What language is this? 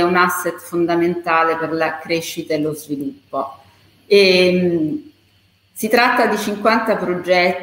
Italian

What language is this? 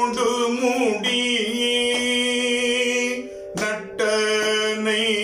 Tamil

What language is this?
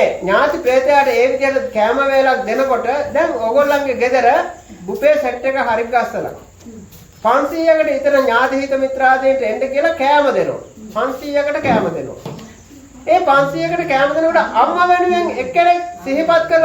Sinhala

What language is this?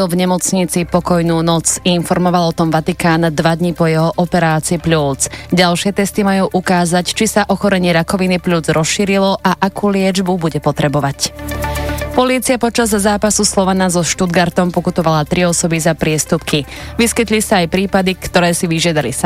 Slovak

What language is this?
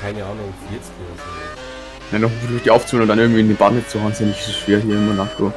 Bavarian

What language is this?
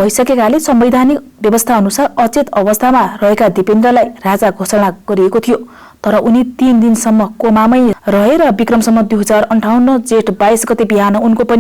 Nepali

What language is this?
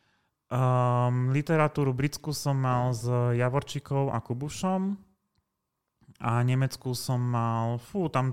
Slovak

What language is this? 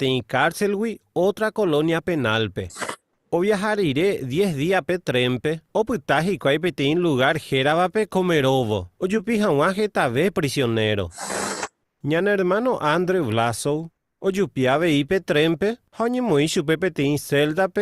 Guarani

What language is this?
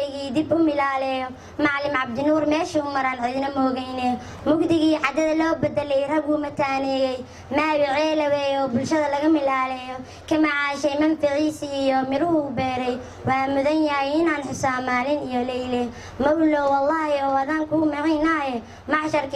Somali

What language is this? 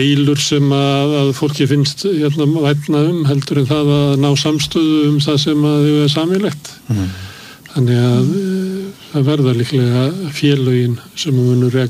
Icelandic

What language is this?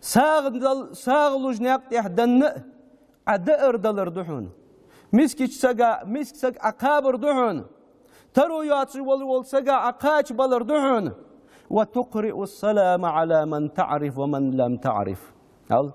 Ingush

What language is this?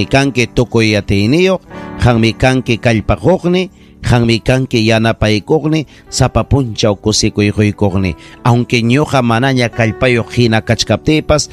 Ayacucho Quechua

